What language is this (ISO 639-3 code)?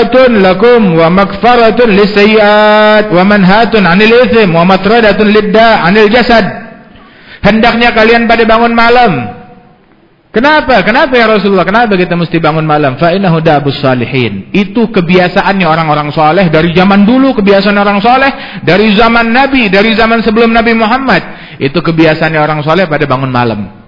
ind